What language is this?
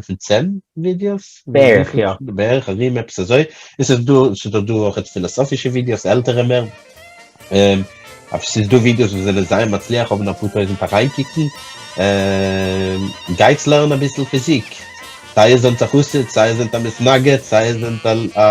Yiddish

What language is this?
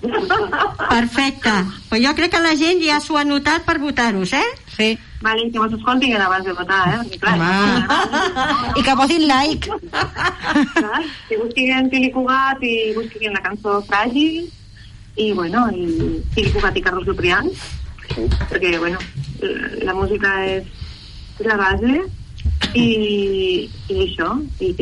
Catalan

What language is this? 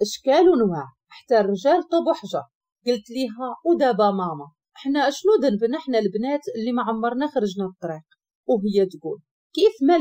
Moroccan Arabic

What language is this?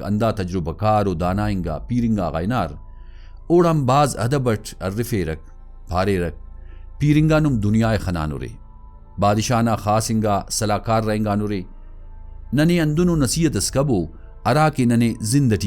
Brahui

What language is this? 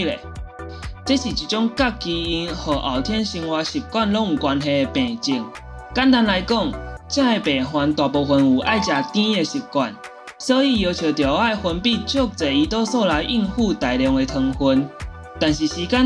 Min Nan Chinese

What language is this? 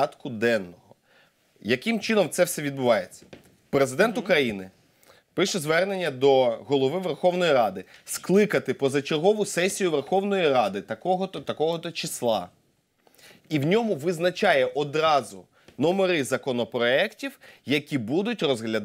Ukrainian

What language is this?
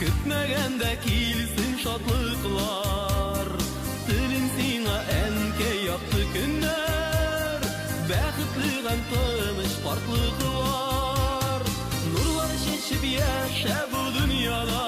Bashkir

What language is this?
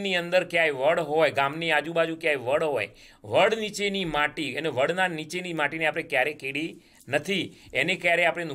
Gujarati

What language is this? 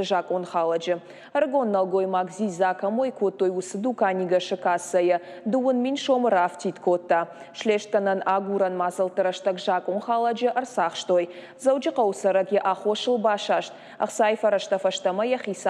Ossetic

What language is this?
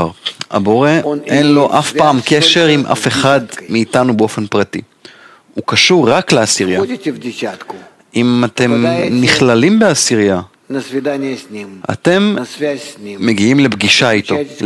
Hebrew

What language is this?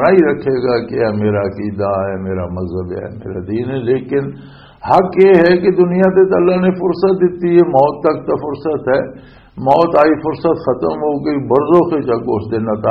Western Panjabi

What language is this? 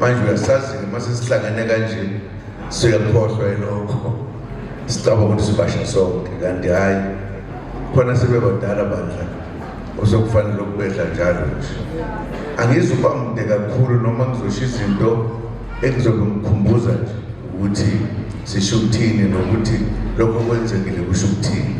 Zulu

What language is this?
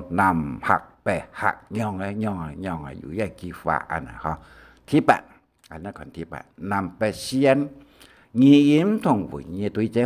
Hakka Chinese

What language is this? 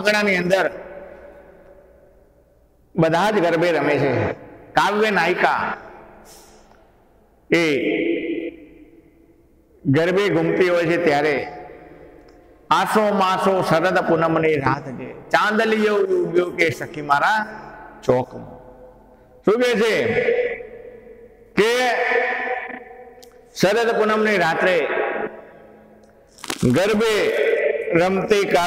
Gujarati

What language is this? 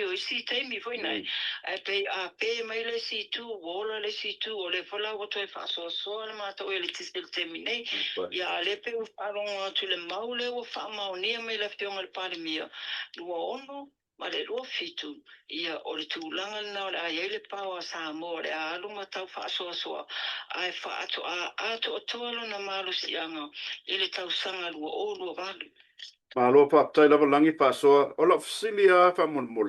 Samoan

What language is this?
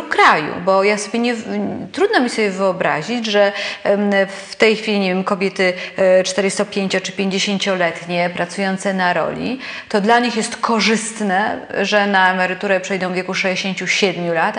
Polish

